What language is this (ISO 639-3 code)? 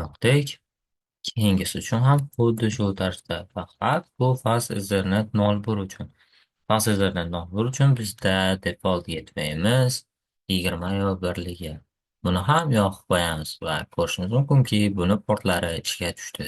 uzb